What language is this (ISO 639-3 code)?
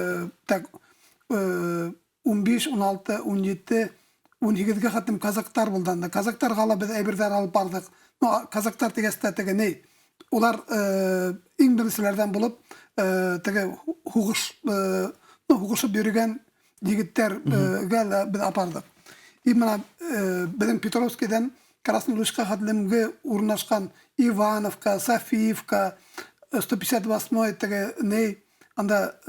bak